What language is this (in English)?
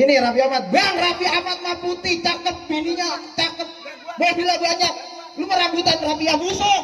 Betawi